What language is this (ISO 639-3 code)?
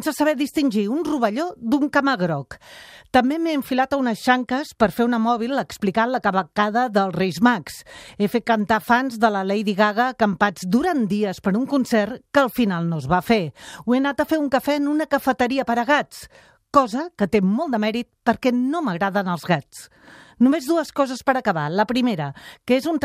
cat